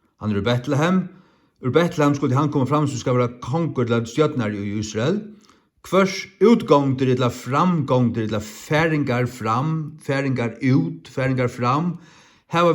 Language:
Faroese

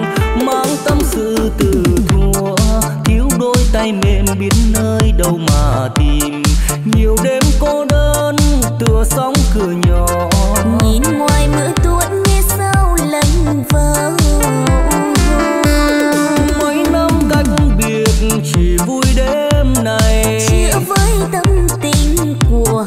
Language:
Vietnamese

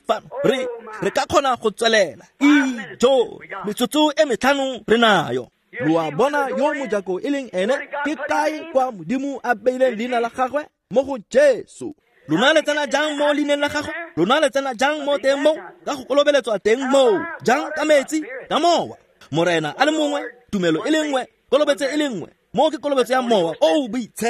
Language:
Tswana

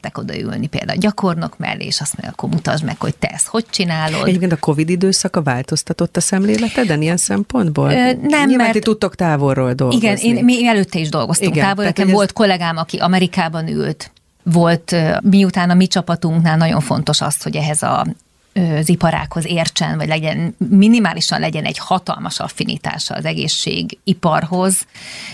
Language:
Hungarian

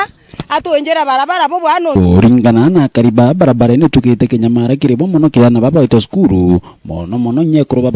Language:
Meru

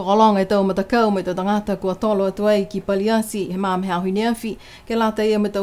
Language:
Niuean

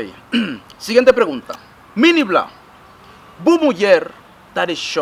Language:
Kabuverdianu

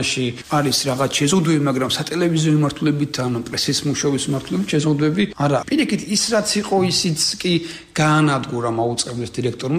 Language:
Georgian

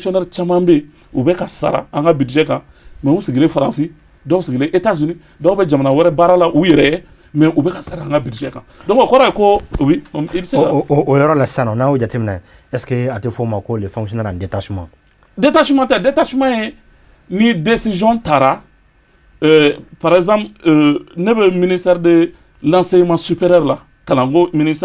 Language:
Bambara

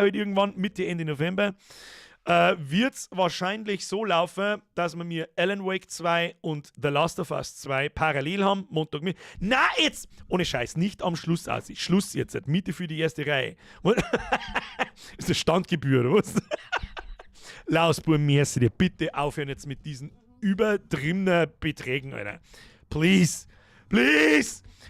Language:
Bavarian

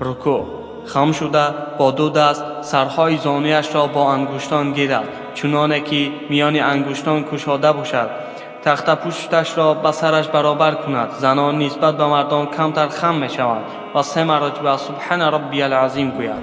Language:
Tajik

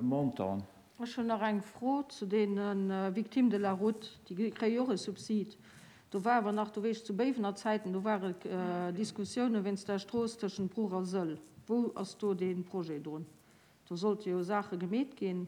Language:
Luxembourgish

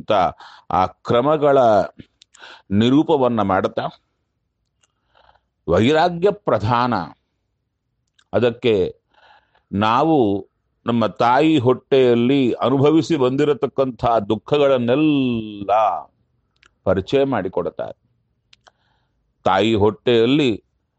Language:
Kannada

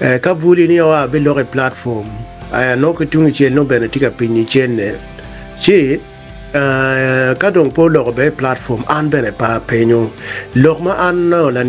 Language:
Acoli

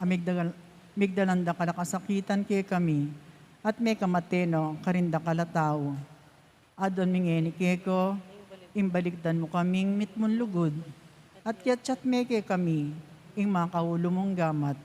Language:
Pampanga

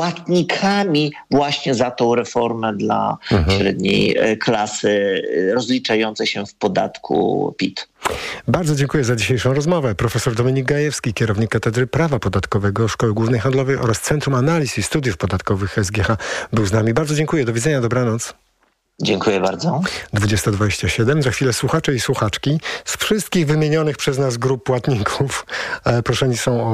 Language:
Polish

